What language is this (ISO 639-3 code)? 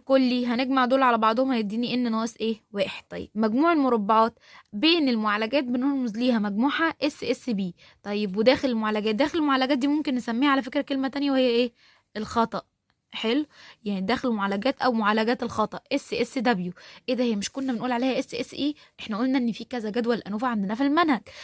arz